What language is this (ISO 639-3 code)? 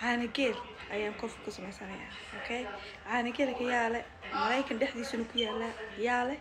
som